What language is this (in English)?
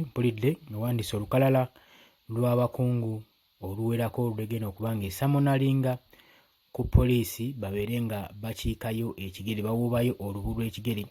Ganda